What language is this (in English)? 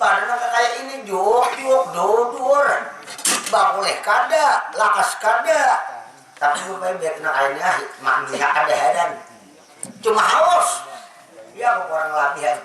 Banjar